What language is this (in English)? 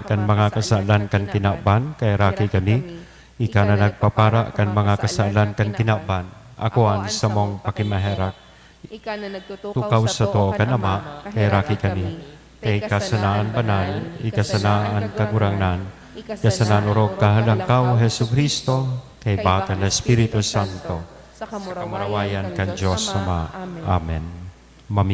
Bikol